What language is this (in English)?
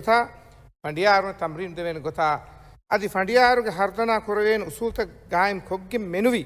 Divehi